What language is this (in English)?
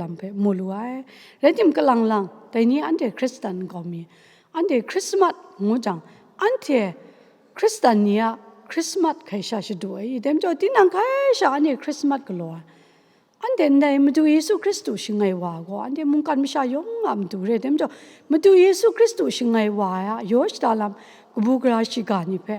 Kachin